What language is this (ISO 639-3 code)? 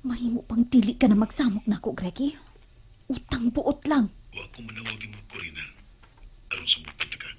ceb